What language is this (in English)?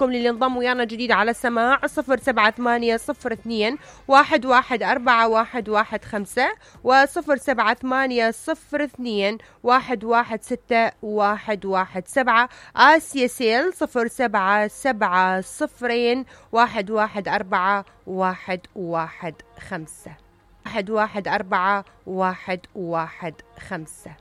Mesopotamian Arabic